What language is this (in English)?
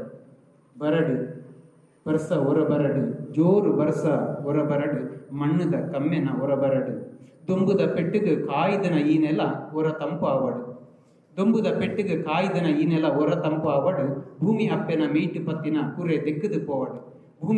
Tulu